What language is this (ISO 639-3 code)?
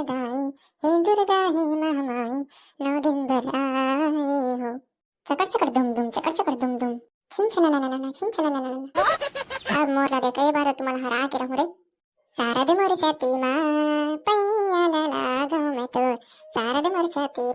hne